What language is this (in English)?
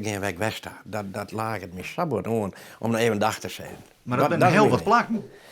Western Frisian